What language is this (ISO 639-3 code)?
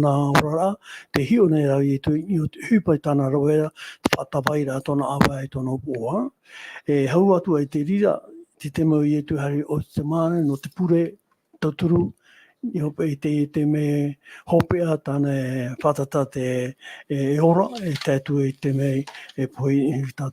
tah